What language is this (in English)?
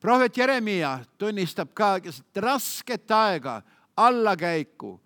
Estonian